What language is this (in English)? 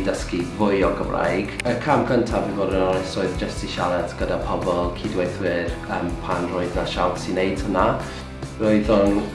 Welsh